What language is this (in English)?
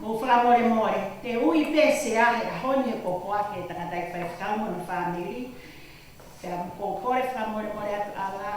Tongan